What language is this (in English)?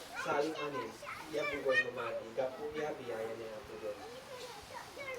Isnag